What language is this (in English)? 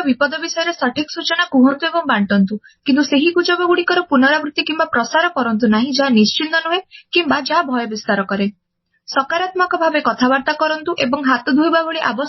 Odia